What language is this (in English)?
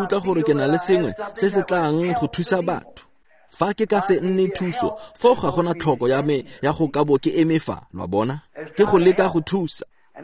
Tswana